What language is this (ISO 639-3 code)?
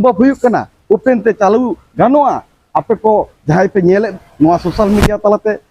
sat